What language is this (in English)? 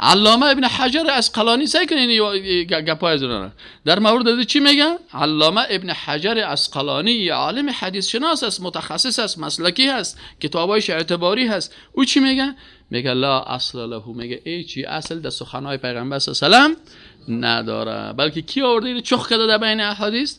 Persian